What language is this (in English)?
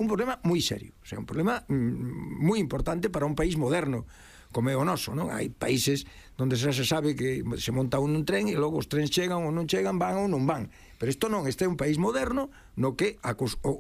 Galician